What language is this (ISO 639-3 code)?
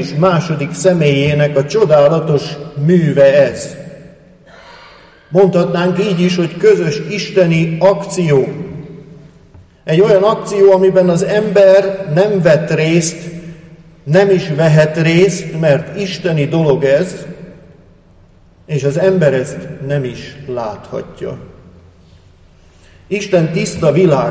hun